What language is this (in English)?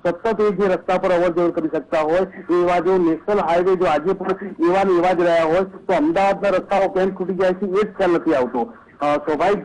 Gujarati